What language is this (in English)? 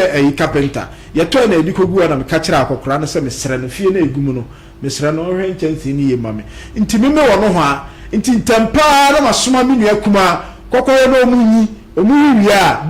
Akan